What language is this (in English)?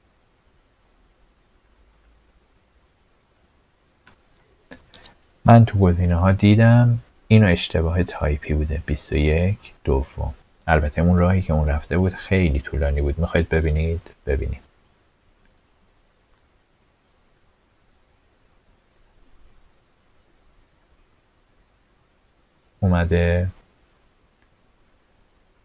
Persian